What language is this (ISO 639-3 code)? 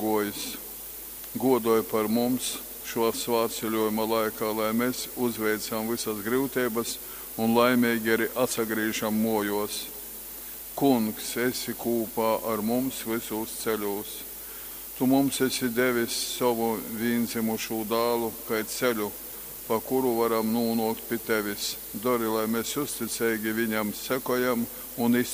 ltg